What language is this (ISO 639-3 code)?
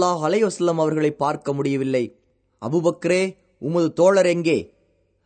tam